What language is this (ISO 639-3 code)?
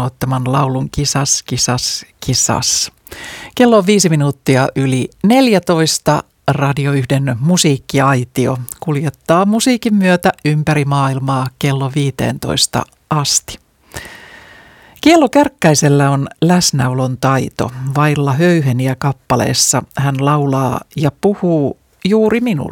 fin